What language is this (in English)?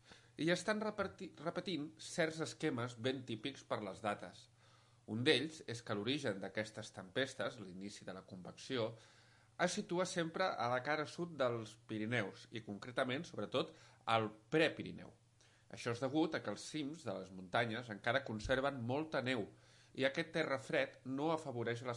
Catalan